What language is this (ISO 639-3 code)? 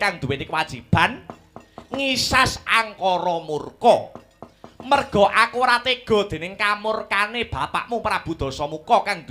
jav